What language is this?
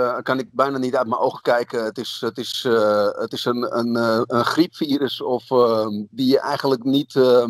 Dutch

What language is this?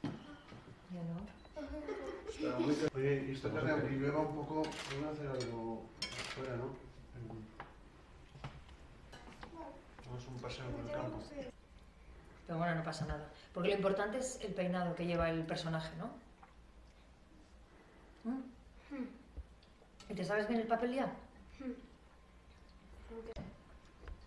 Spanish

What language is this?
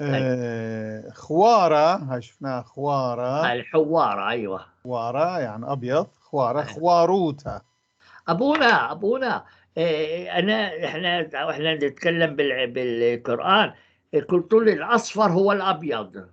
North Levantine Arabic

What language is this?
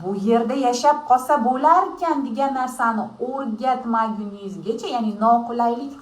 Uzbek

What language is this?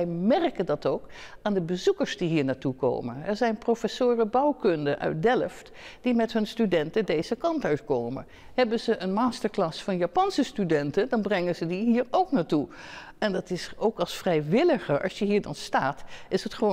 Dutch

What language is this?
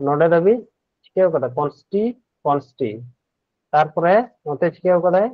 Santali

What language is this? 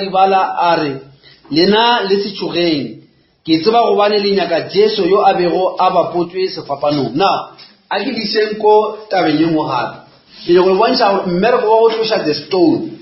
Northern Sotho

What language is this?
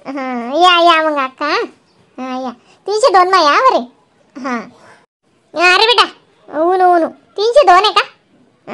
Khandesi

